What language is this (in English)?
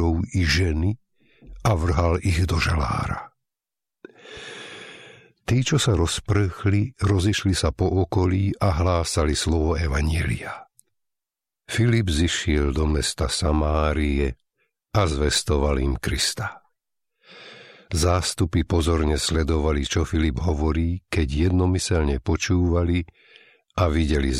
Slovak